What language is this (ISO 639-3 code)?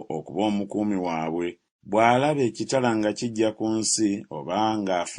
lug